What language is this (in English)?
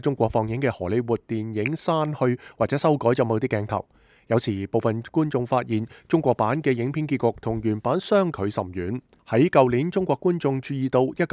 Cantonese